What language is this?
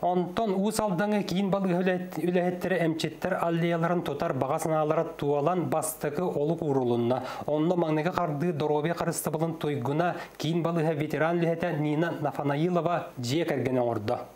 Yakut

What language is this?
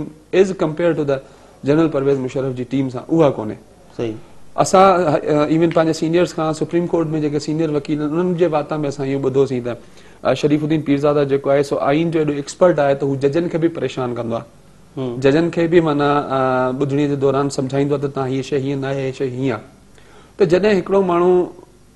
Sindhi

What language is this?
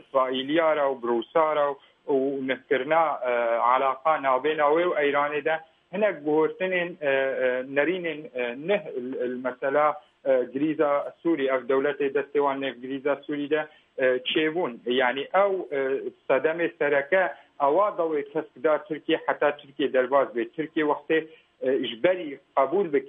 Kurdish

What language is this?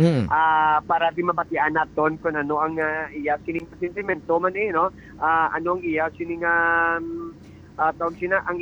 Hiligaynon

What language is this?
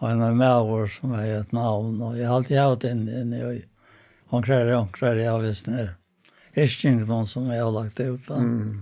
Faroese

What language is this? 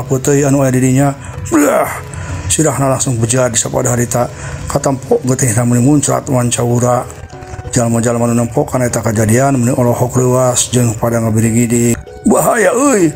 Sundanese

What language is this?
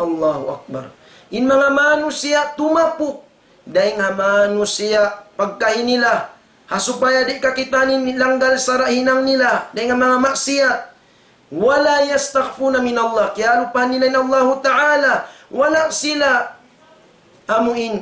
Tausug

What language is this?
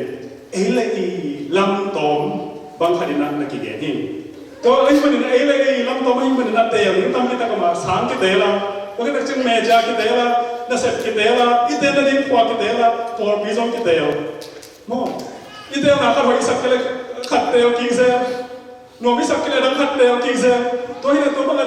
Tedim Chin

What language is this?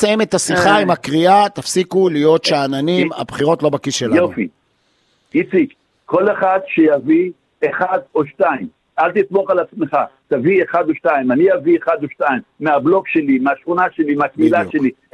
Hebrew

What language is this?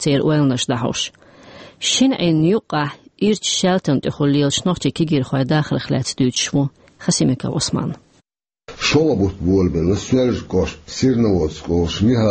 Chechen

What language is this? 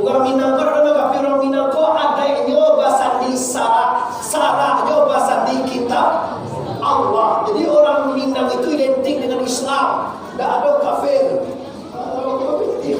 Minangkabau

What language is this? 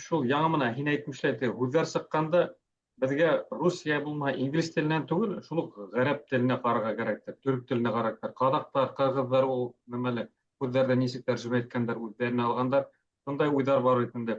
Bashkir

